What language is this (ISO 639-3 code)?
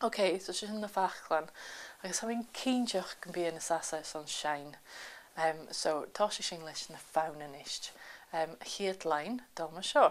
gla